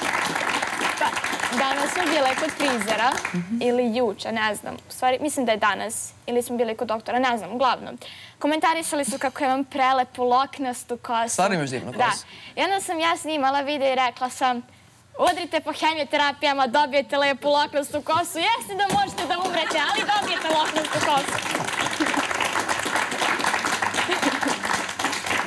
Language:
Serbian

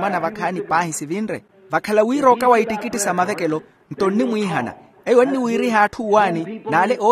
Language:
Makhuwa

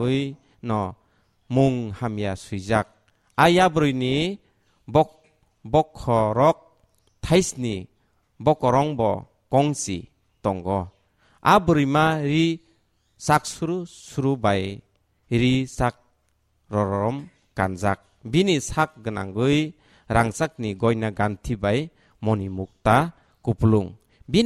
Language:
Kok Borok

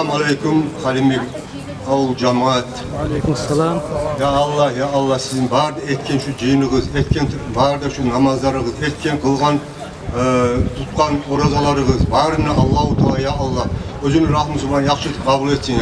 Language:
Kumyk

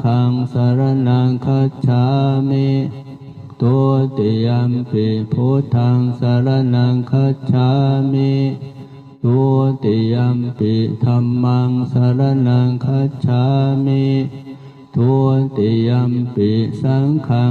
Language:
Pali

